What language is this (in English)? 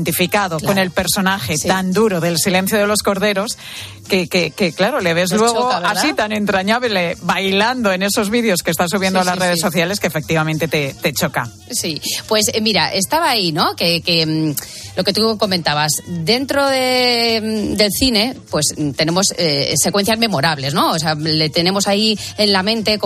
Spanish